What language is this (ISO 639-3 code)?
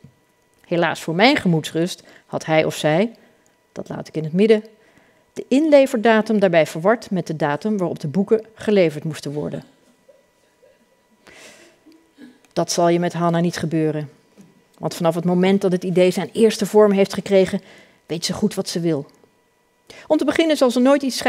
nld